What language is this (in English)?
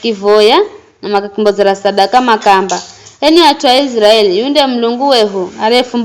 Giryama